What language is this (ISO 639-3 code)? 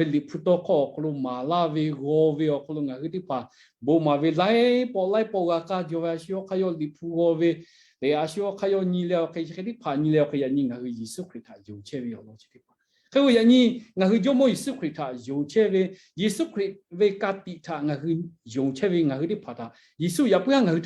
lhu